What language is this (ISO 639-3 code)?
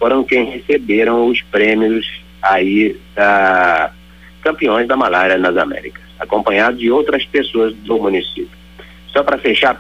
por